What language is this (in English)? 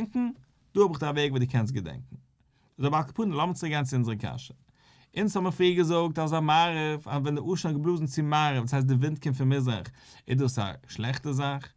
Yiddish